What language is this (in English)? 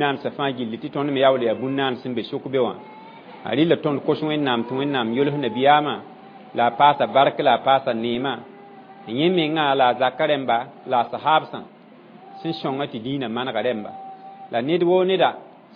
Mossi